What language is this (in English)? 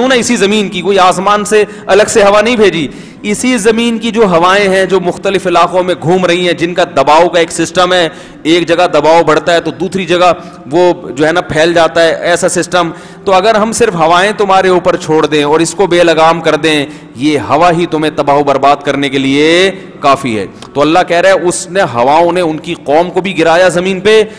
Urdu